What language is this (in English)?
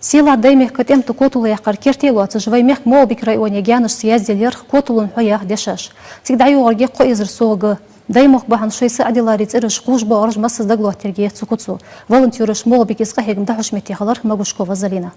Ingush